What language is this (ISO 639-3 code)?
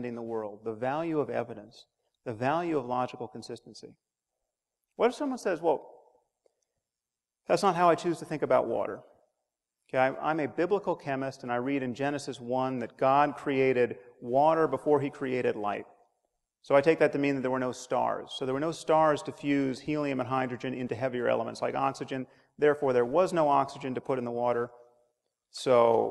eng